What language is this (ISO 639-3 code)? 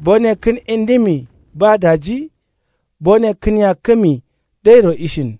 kau